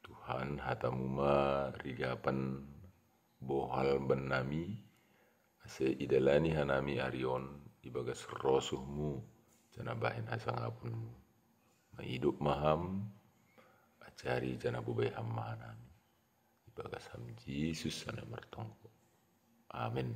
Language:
Batak Simalungun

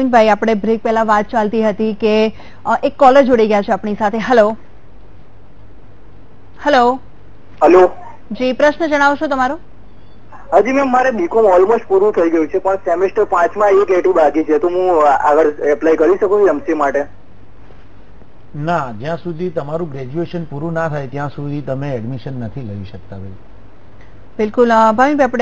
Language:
Gujarati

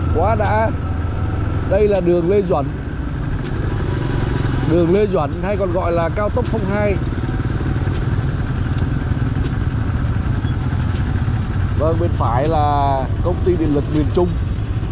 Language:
Vietnamese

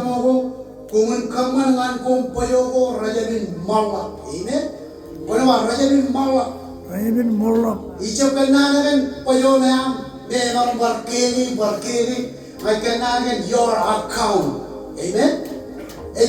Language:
Marshallese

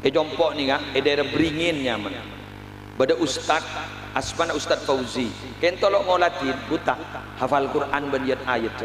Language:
Madurese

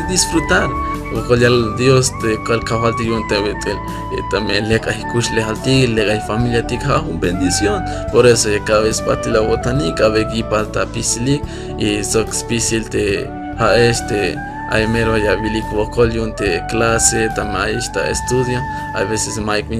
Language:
Tzeltal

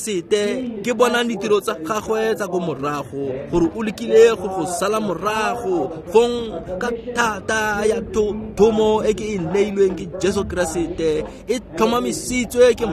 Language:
Tswana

